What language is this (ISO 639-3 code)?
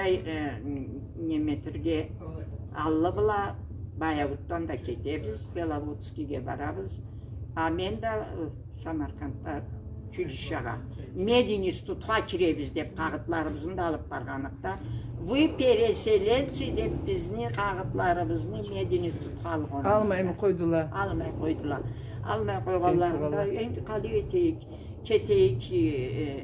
krc